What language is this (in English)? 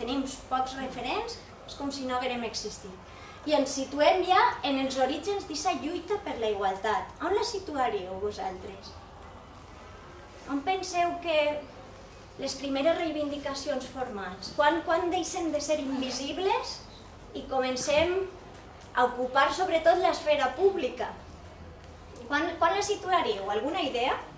Catalan